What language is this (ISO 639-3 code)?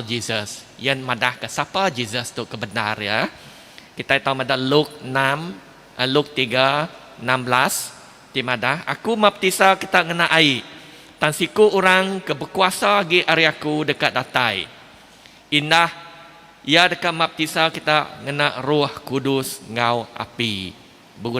iba